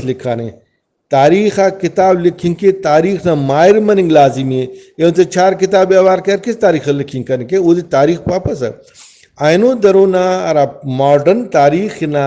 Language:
Brahui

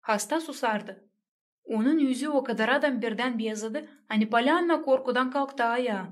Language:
Gagauz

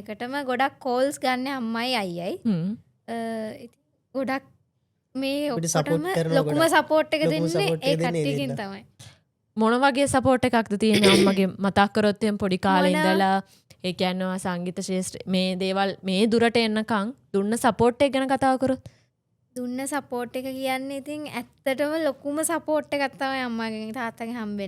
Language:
Sinhala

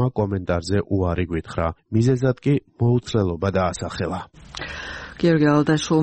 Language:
Georgian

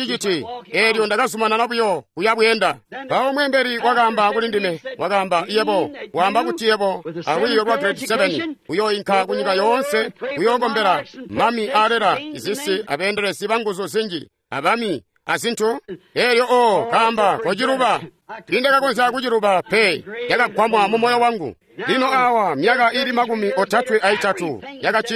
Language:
Tonga (Zambia)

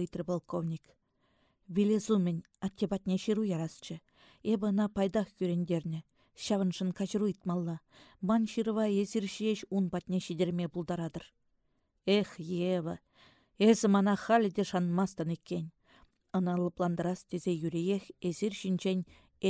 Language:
Chuvash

